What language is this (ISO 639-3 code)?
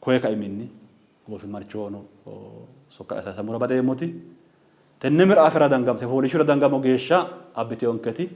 sid